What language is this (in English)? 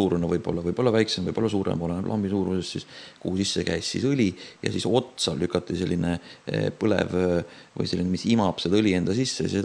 Estonian